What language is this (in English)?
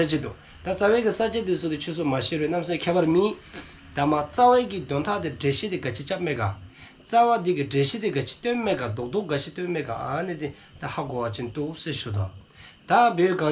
Dzongkha